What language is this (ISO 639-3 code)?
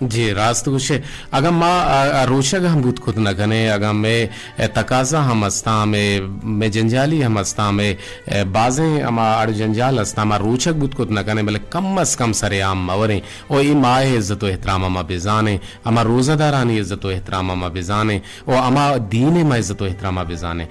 bgp